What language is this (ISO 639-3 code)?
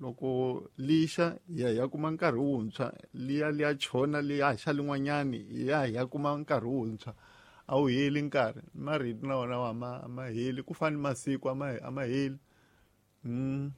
tso